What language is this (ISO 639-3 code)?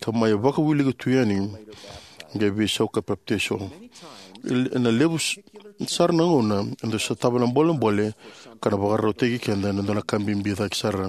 fij